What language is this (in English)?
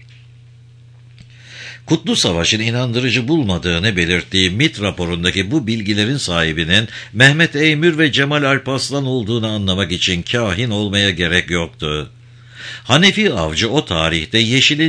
Turkish